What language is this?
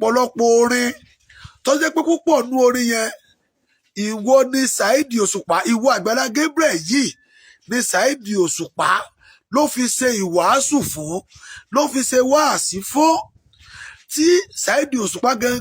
Yoruba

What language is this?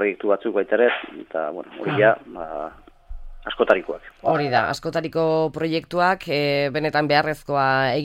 Basque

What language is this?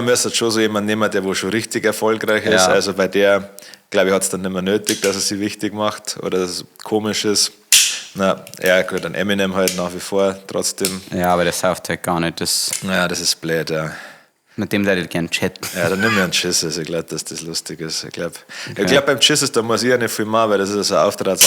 Bavarian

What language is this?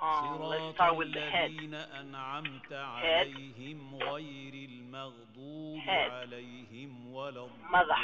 English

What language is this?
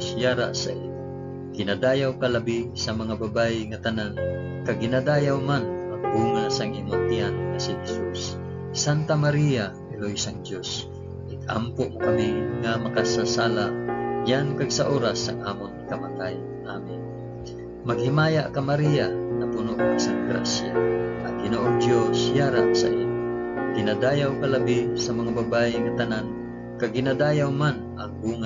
Hiligaynon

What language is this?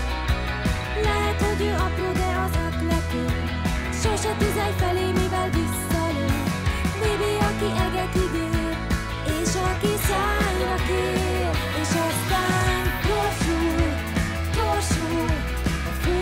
Hungarian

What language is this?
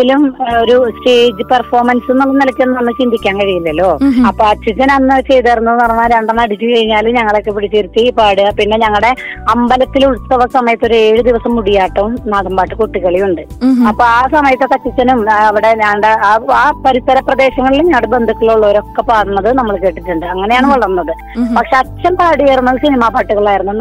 Malayalam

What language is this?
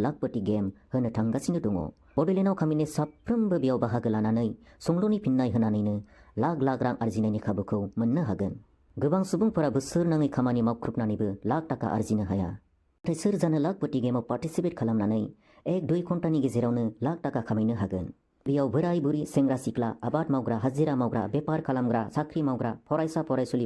Bodo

